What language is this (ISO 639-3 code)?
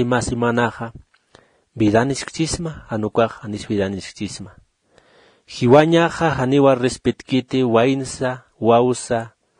aym